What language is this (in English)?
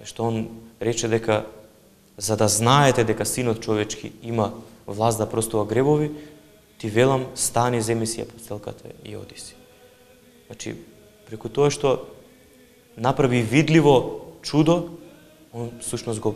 Macedonian